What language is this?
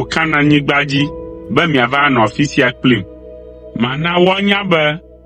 Ewe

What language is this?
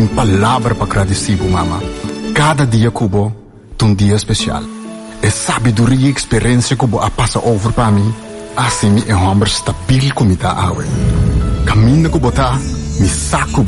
Papiamento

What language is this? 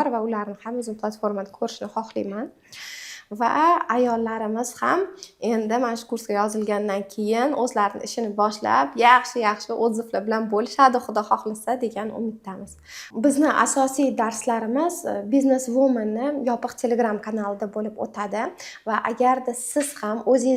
Uzbek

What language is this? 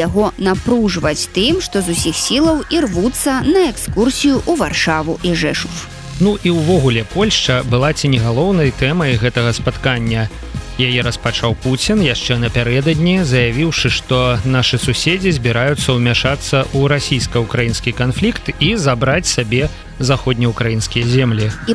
Belarusian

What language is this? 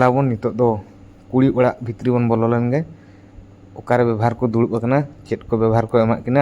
Santali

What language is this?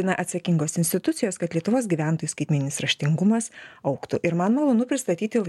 Lithuanian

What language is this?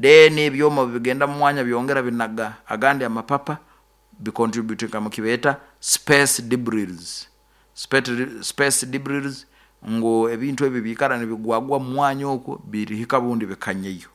Nyoro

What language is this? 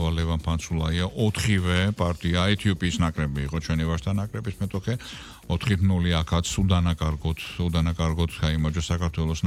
Georgian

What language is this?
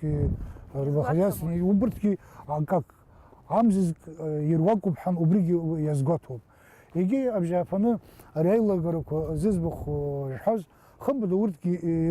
Abkhazian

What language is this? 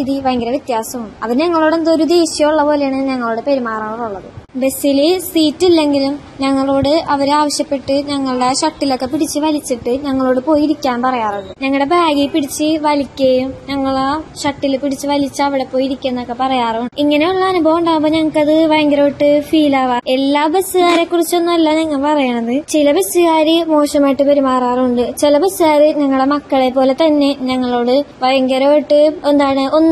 Malayalam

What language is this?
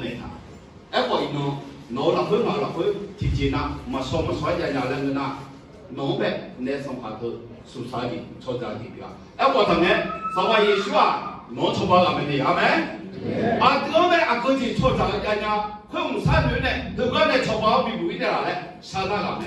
Akha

